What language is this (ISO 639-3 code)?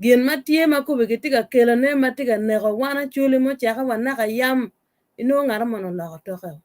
ach